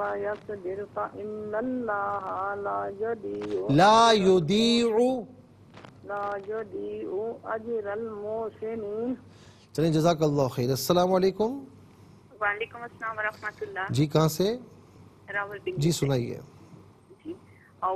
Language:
Urdu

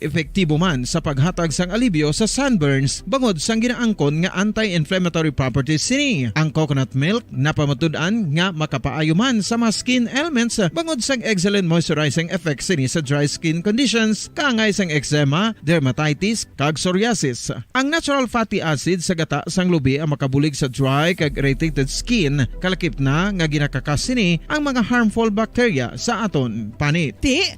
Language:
Hiligaynon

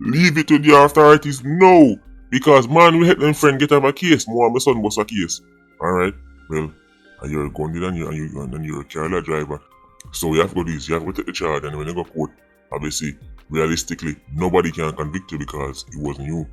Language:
Jamaican Creole English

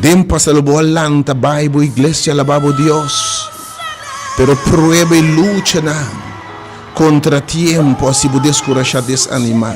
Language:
Papiamento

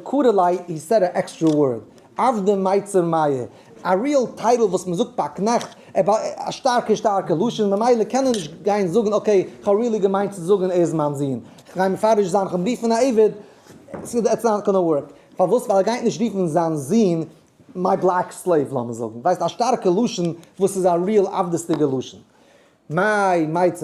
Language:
Yiddish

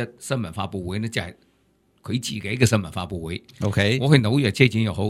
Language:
Cantonese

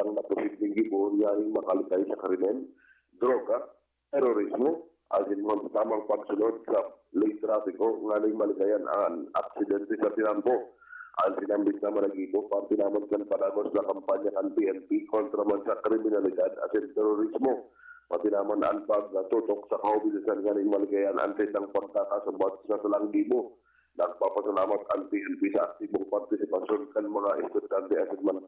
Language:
Bikol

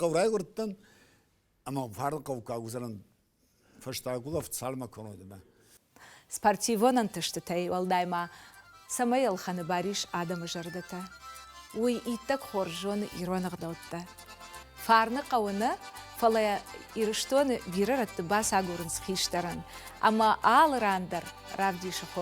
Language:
Ossetic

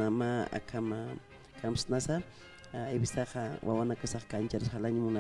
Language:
Aymara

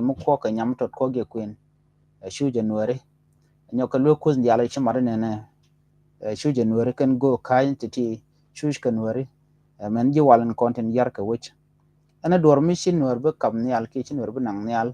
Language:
Nuer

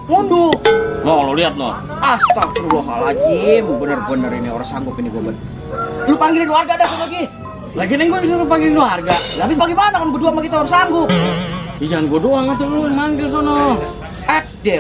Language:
Betawi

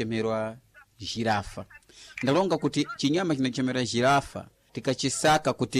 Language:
Sena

